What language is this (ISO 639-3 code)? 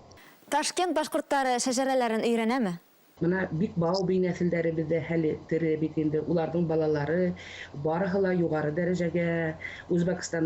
bak